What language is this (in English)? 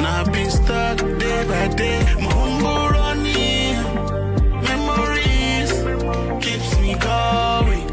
Venda